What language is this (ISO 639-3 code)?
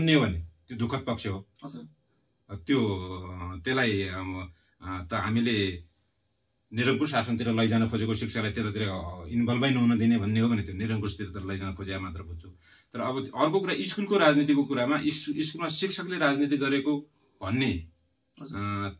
nep